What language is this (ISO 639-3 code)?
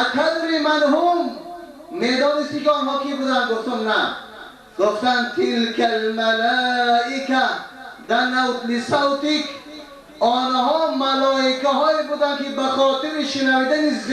tgk